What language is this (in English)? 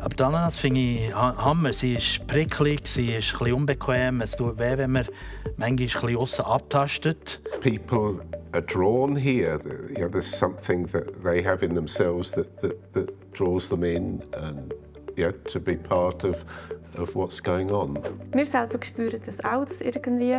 Swiss German